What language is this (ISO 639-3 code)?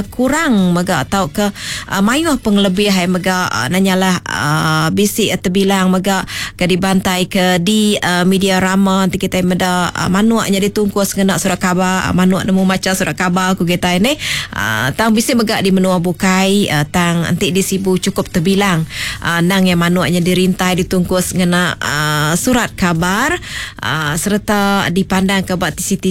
iba